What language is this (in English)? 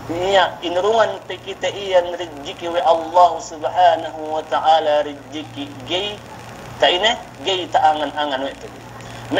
Yakan